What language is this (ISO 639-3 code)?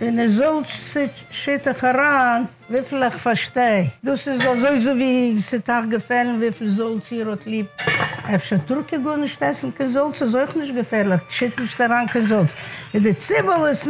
yid